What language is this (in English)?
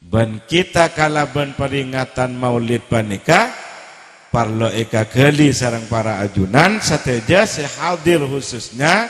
Madurese